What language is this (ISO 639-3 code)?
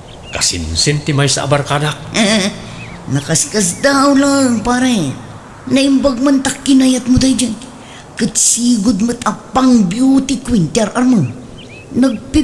ilo